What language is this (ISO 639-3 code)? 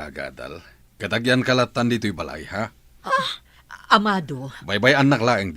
ilo